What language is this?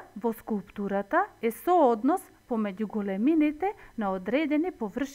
Macedonian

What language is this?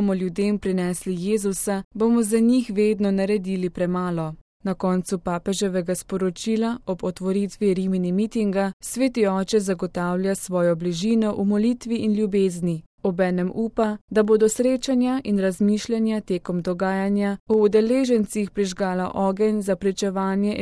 Slovenian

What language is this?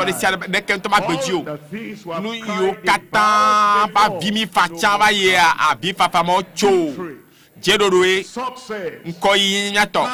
Ewe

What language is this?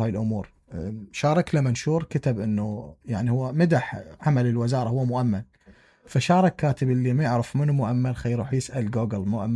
Mesopotamian Arabic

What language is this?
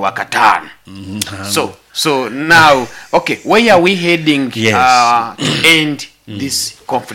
Nyoro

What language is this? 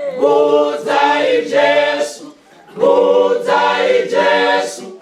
Venda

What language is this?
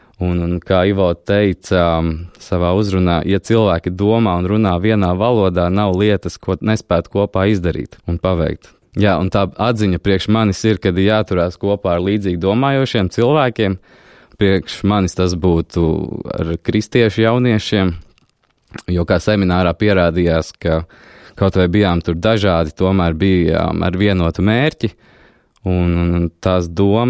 Latvian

